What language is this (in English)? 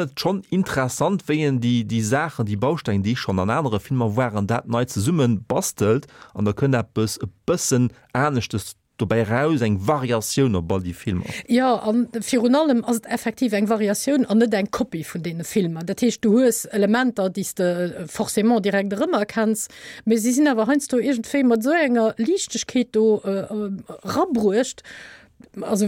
Luxembourgish